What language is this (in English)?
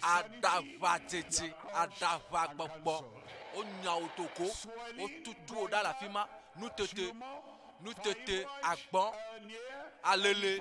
Ewe